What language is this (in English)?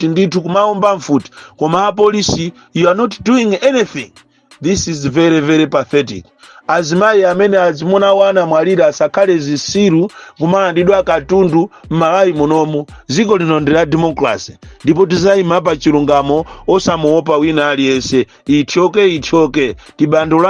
Nyanja